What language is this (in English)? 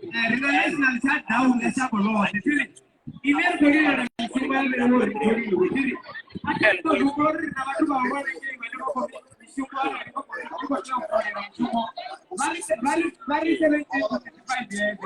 Venda